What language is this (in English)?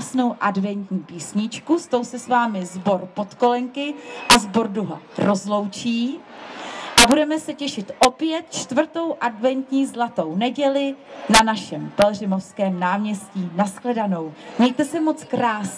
Czech